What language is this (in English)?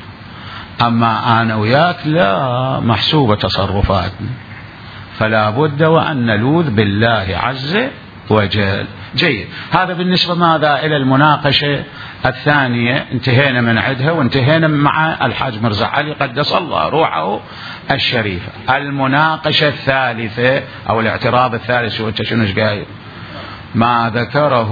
Mesopotamian Arabic